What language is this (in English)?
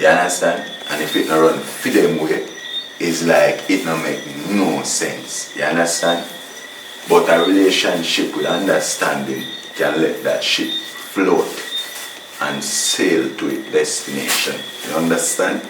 Jamaican Creole English